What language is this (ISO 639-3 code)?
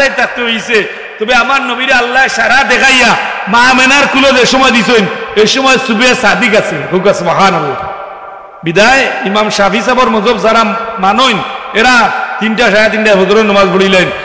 syl